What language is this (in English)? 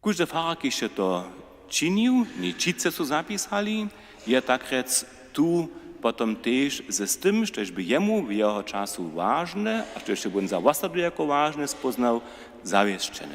Upper Sorbian